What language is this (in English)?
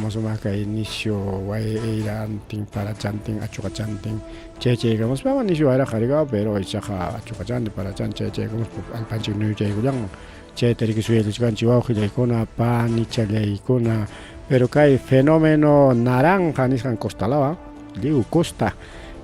Ayacucho Quechua